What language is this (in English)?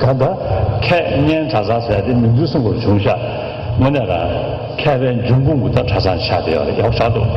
Tibetan